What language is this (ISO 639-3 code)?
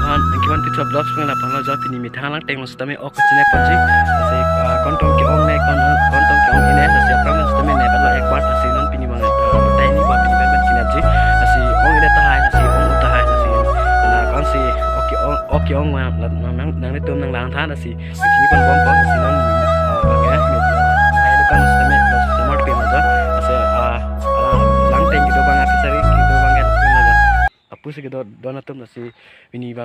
mjw